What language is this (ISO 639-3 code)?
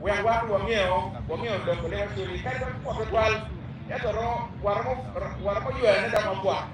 ach